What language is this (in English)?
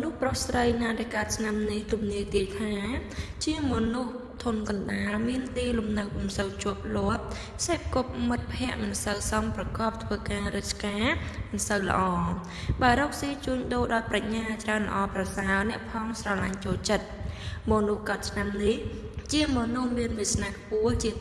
Khmer